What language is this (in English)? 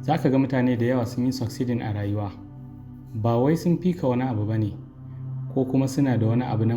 Hausa